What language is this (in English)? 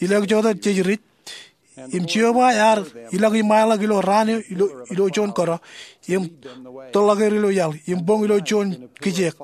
Marshallese